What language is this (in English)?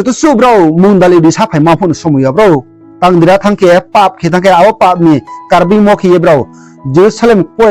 Riang (India)